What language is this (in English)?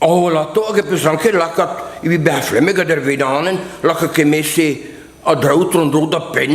Breton